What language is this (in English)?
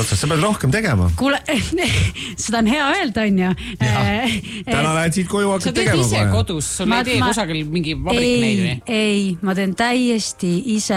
Estonian